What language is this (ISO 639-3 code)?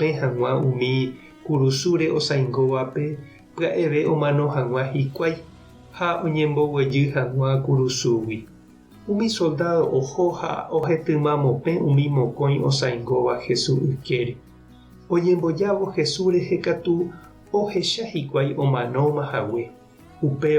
grn